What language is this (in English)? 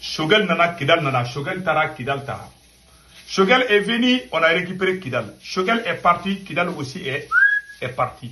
Bambara